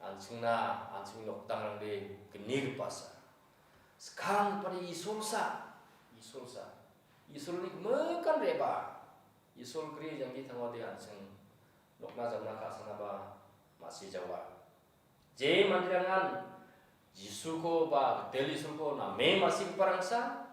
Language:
Garo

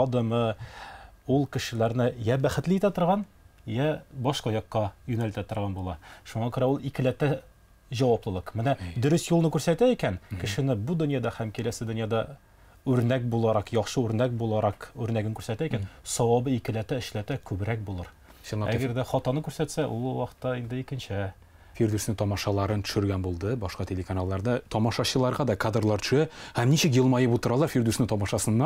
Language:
Tatar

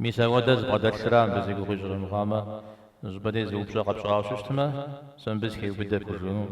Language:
Kabardian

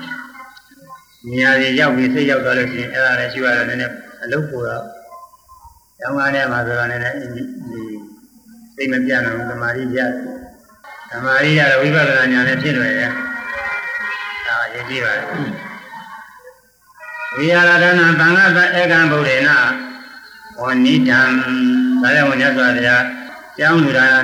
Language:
Burmese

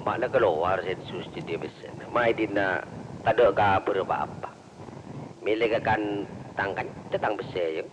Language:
Madurese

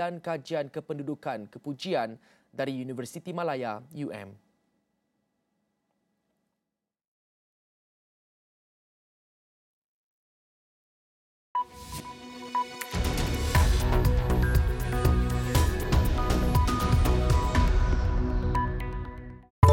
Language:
Malay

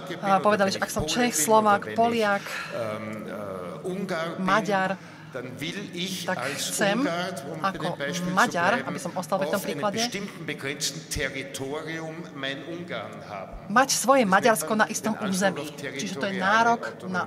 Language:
Slovak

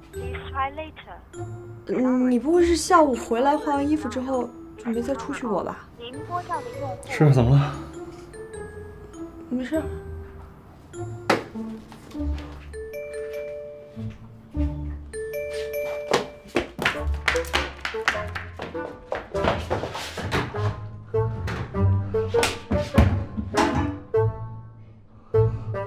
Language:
Chinese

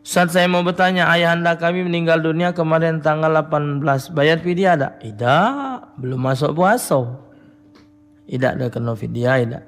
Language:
Musi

